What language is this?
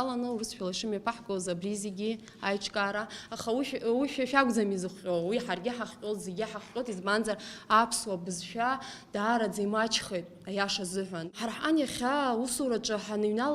Abkhazian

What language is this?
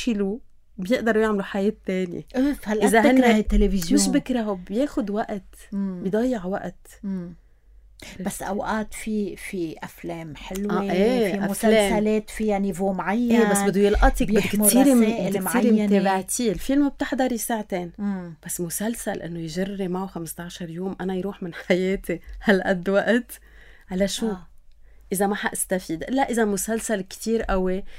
North Levantine Arabic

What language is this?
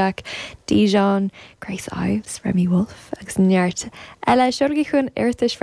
Irish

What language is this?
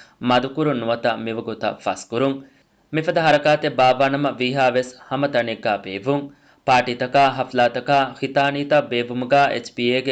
Divehi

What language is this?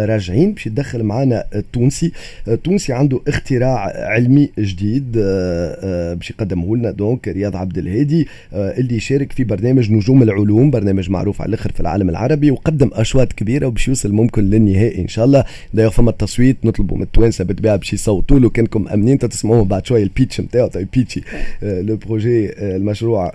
Tunisian Arabic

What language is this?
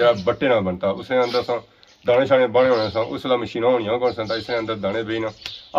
Pahari-Potwari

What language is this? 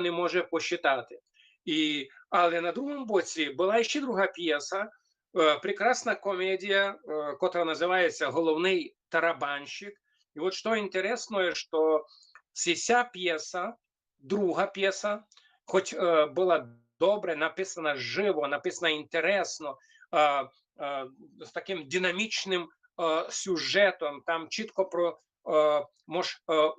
Rusyn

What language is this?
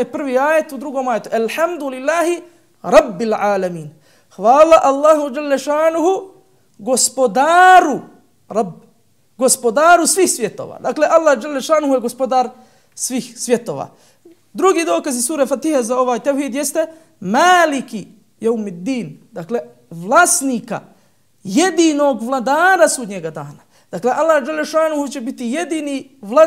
Bosnian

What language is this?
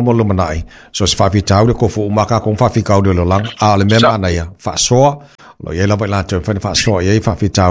Samoan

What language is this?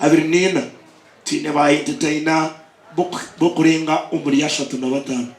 Nyankole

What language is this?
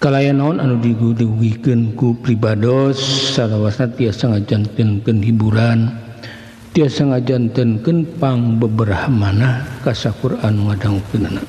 Sundanese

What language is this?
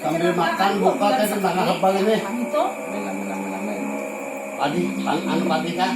Banjar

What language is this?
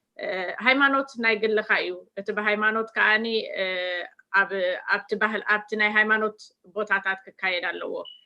Tigrinya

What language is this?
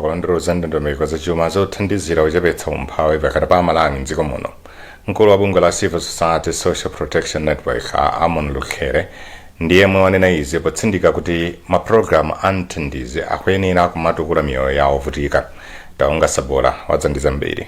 Nyanja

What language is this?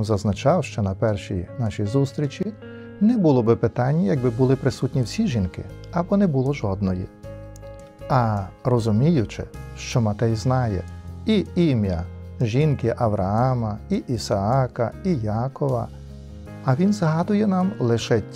Ukrainian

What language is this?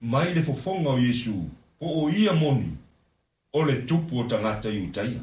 Samoan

